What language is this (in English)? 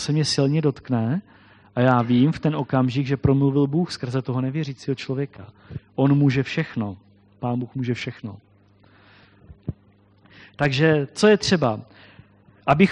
Czech